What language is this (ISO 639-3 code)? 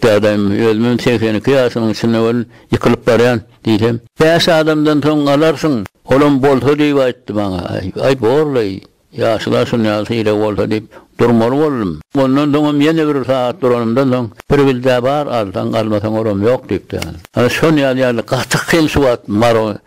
tuk